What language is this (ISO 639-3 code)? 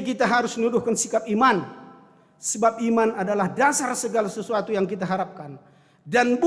btx